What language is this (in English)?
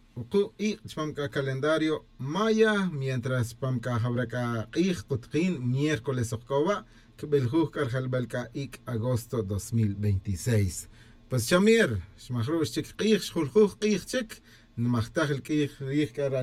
Kaqchikel